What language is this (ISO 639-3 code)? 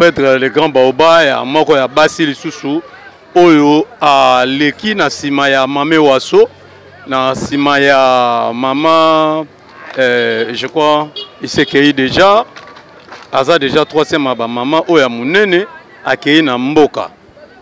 lin